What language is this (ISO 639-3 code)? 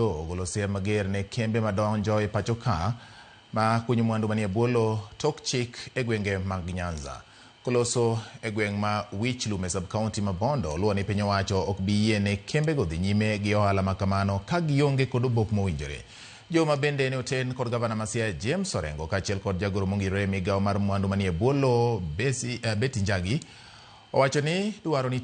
luo